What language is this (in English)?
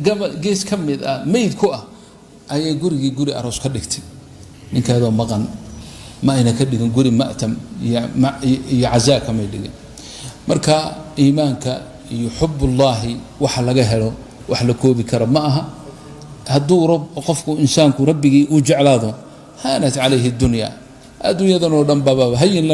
Somali